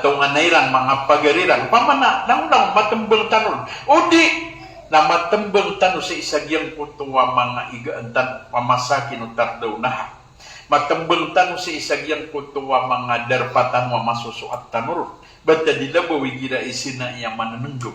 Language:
Maranao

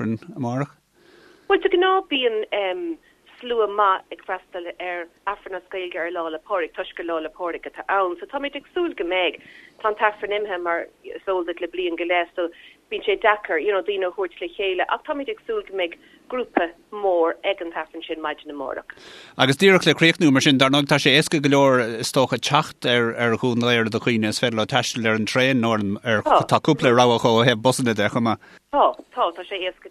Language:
Irish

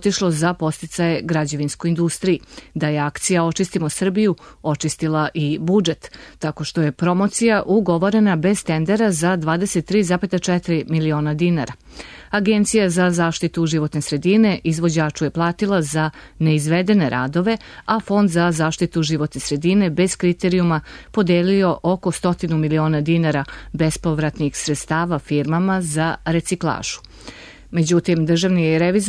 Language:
Serbian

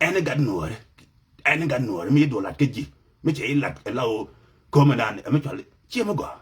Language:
Nuer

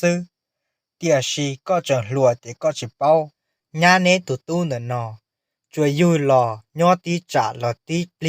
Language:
Hmong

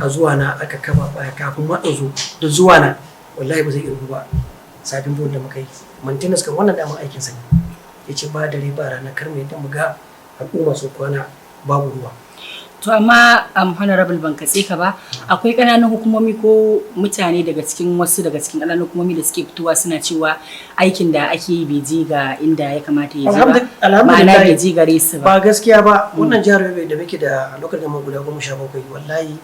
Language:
Hausa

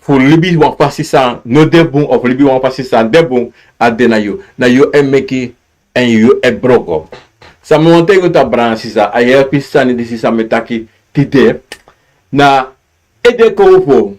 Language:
Sranan Tongo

